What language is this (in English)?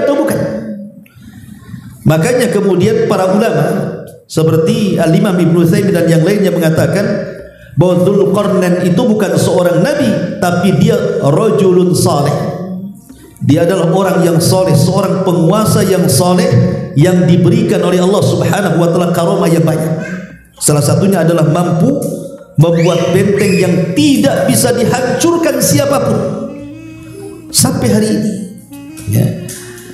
Indonesian